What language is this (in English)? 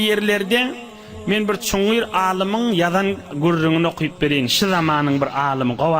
Turkmen